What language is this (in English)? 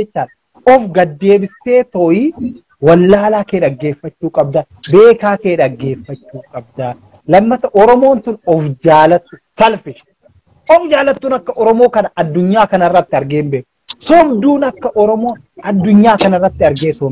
Oromo